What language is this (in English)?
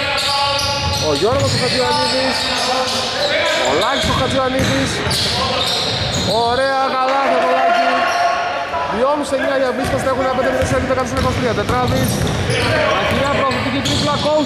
Greek